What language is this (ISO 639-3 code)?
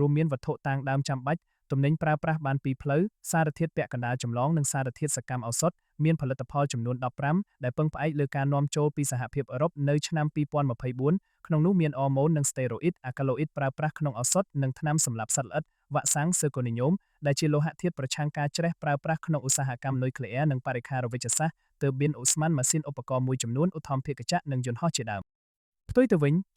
khm